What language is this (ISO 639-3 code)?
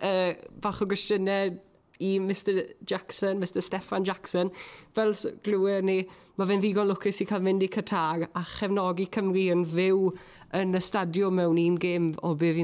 cym